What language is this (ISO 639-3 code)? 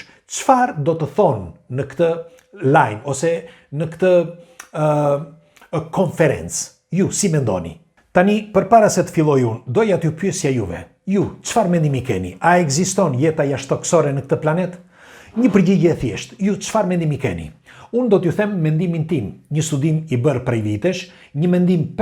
sqi